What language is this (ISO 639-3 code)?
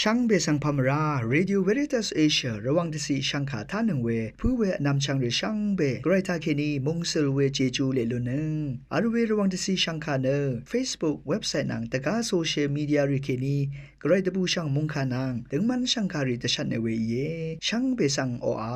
raw